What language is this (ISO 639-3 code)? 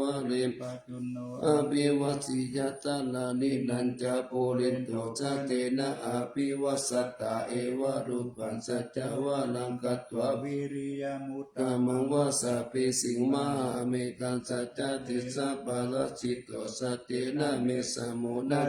pli